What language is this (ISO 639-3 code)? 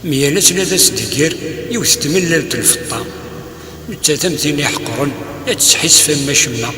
kab